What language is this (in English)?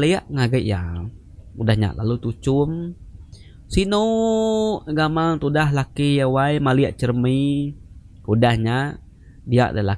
Iban